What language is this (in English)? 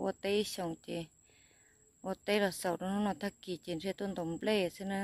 Hmong